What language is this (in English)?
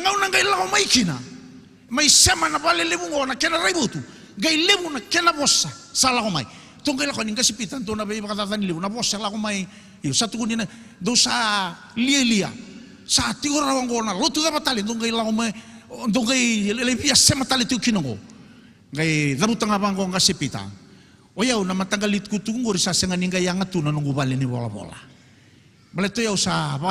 Fijian